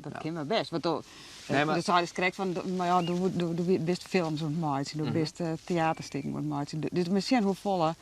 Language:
Western Frisian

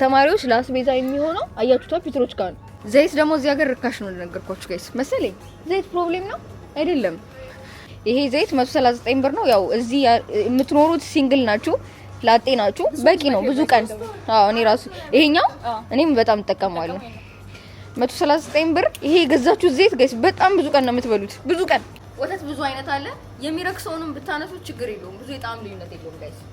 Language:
Amharic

